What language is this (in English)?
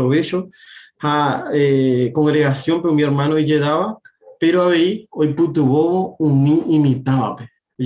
Guarani